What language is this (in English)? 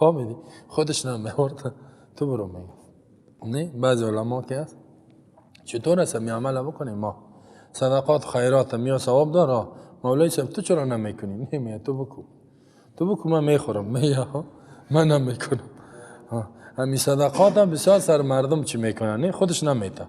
Persian